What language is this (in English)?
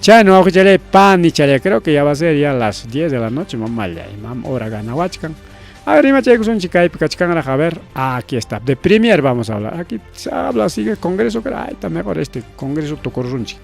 Ayacucho Quechua